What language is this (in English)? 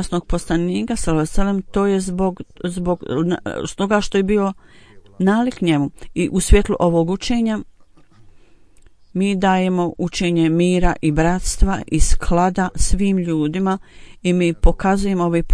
Bosnian